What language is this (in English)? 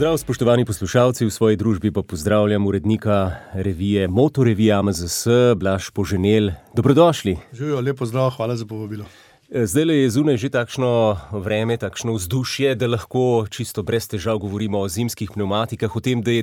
Slovenian